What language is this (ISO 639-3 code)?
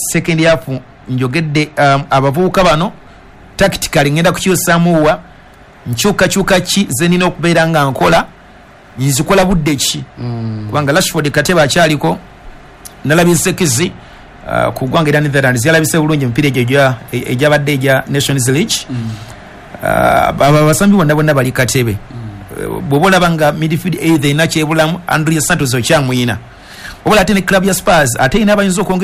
lug